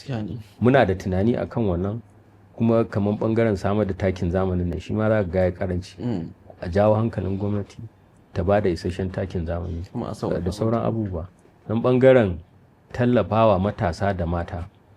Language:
Hausa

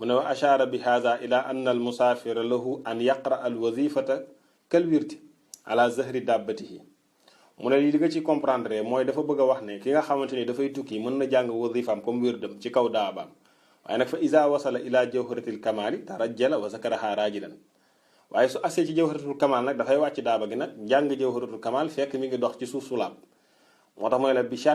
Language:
Wolof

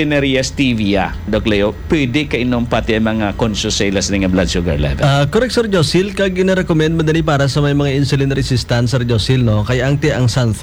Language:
Hiligaynon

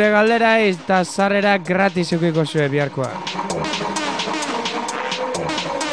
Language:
Basque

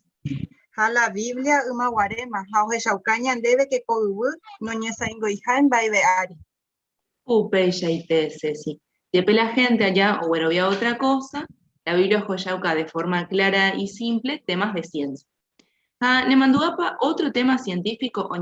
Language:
Guarani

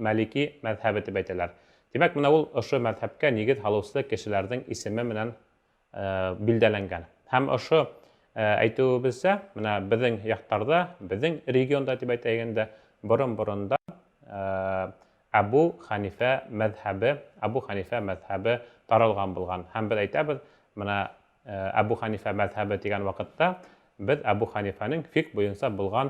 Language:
Bashkir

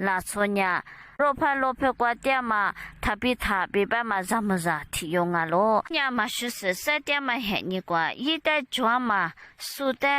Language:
Lisu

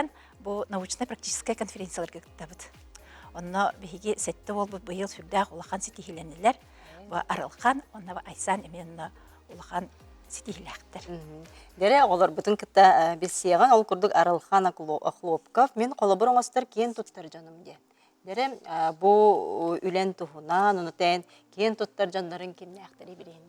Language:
Yakut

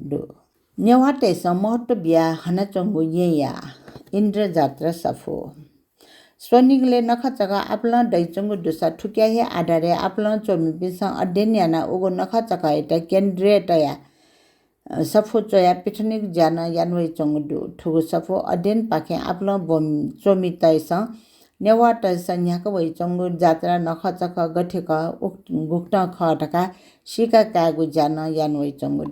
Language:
Newari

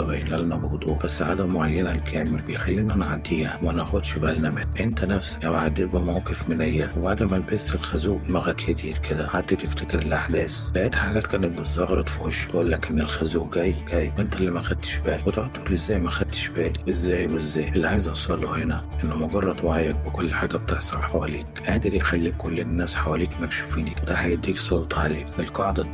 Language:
Egyptian Arabic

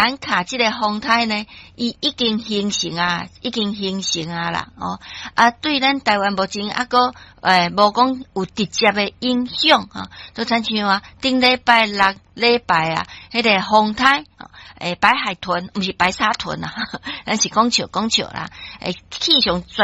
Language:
Min Nan Chinese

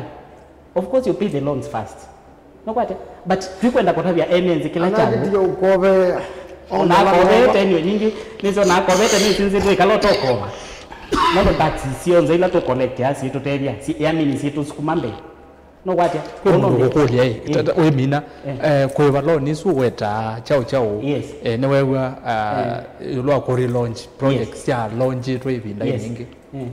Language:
Kamba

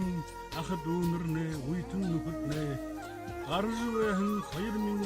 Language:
Buriat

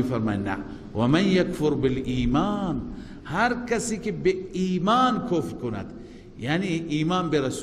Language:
Persian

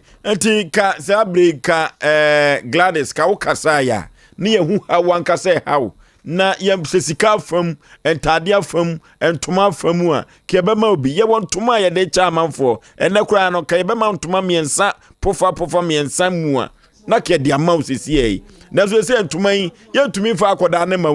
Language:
Akan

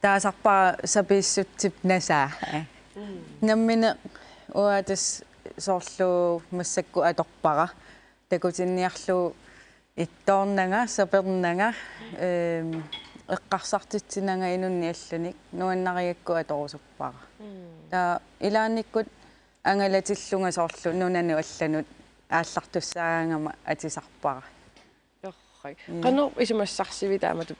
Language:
Kalaallisut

